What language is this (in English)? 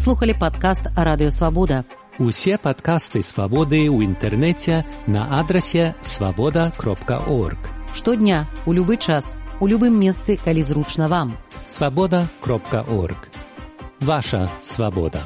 Belarusian